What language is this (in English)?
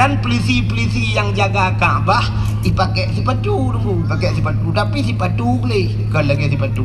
Achinese